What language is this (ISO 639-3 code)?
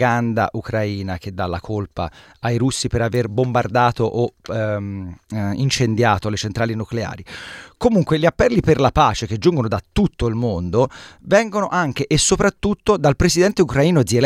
ita